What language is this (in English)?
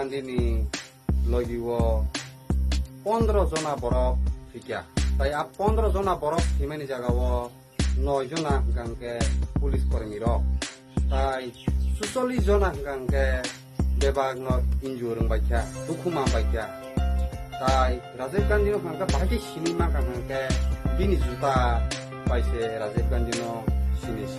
Kok Borok